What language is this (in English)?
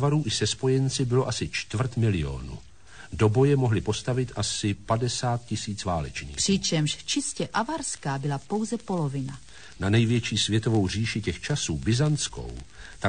Czech